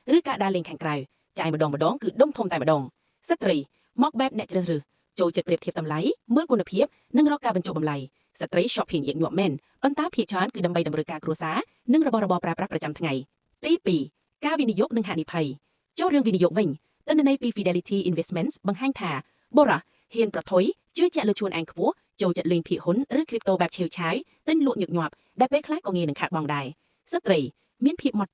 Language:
Khmer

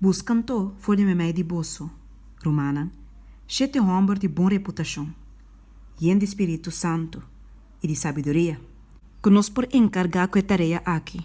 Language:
Papiamento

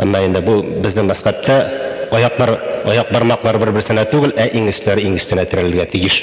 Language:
Tatar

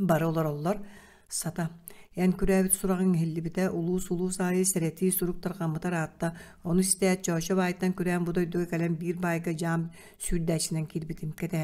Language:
Yakut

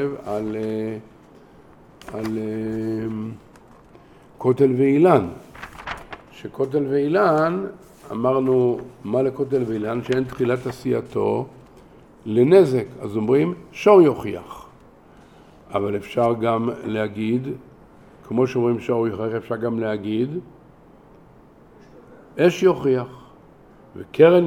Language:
Hebrew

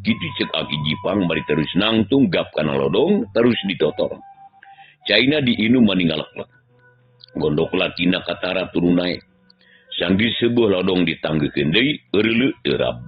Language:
Sundanese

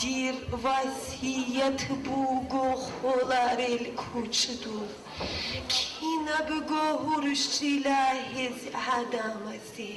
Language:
Avaric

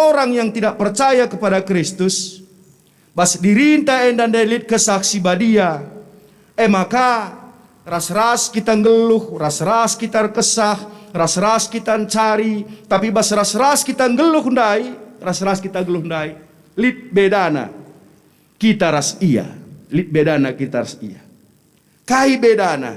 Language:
Batak Karo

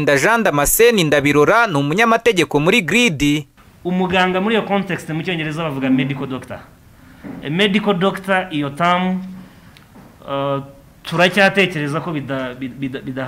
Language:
Kinyarwanda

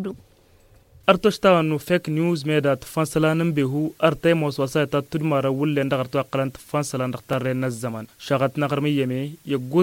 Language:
Tamasheq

